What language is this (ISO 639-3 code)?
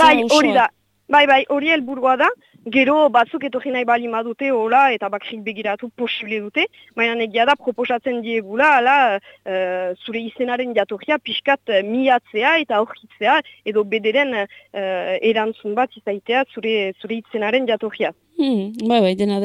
eus